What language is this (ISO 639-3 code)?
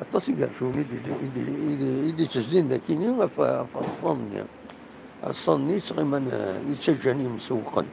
kab